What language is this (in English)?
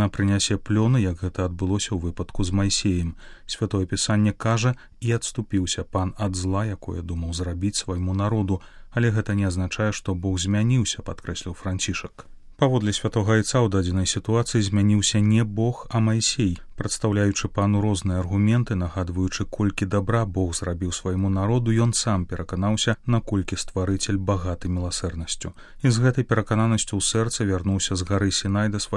Belarusian